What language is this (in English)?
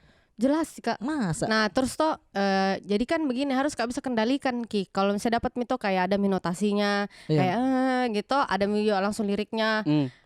Makassar Malay